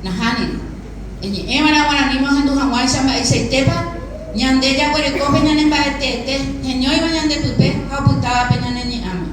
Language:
Guarani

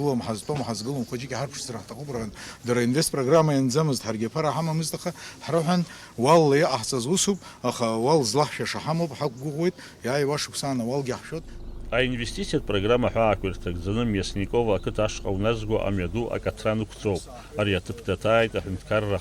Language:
Abkhazian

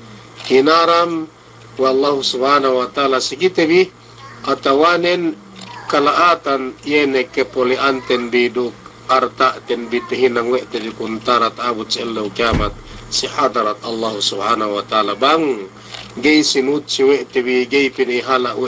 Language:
Yakan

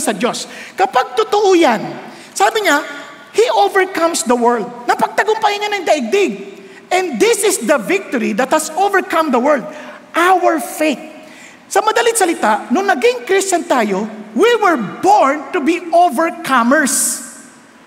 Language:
Filipino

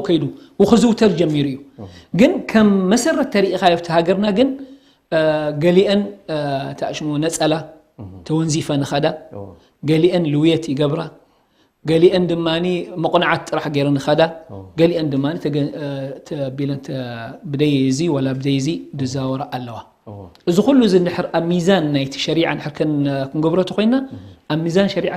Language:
Tigrinya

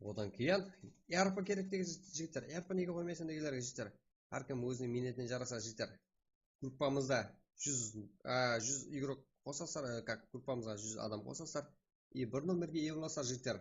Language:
Kara-Kalpak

